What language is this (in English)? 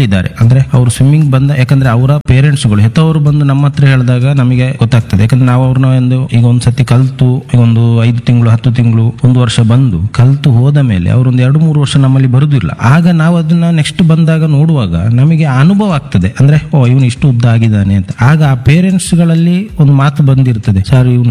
Kannada